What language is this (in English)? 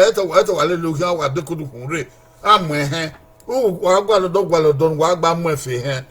Bini